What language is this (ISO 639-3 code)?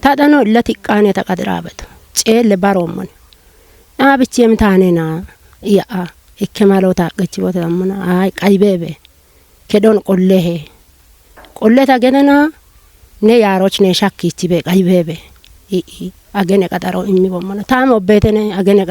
kbr